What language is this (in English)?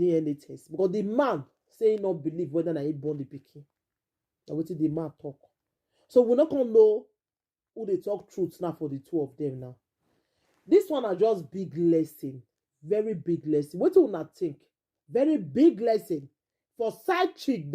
Nigerian Pidgin